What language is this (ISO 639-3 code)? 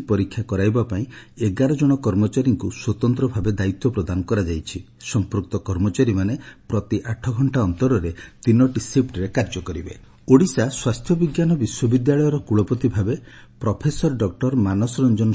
ori